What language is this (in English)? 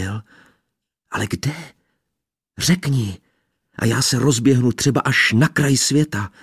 Czech